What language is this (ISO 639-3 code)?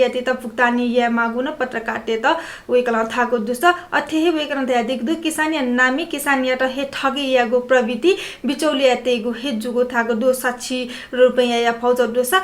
new